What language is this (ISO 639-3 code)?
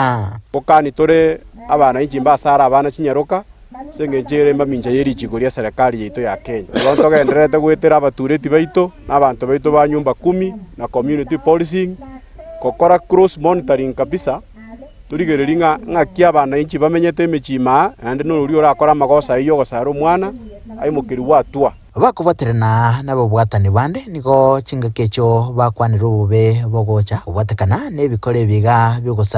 guz